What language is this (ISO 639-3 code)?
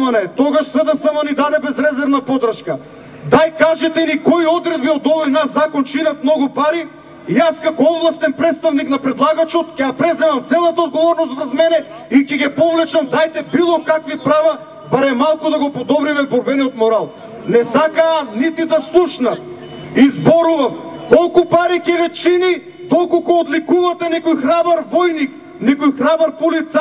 mkd